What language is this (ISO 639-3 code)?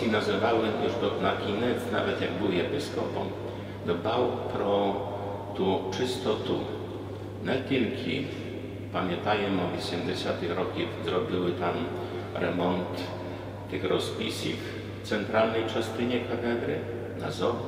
ukr